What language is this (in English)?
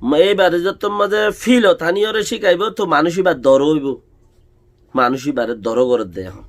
Rohingya